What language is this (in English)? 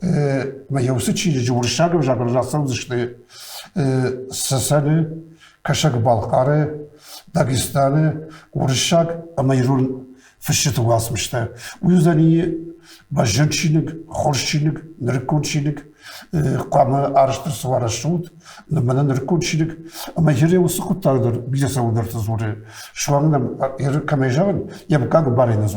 Ossetic